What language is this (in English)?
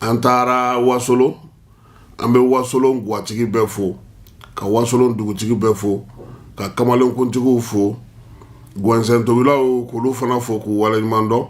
Bambara